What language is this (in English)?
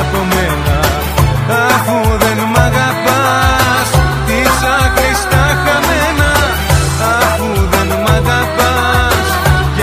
Greek